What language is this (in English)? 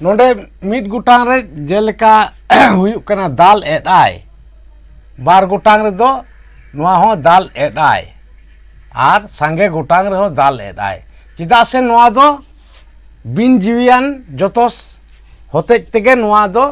Santali